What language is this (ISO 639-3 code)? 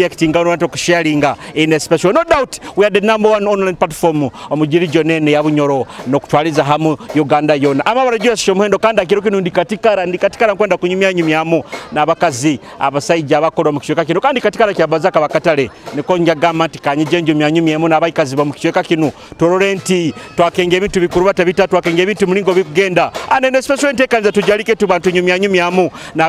nyo